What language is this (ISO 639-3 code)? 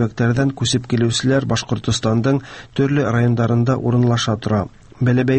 tat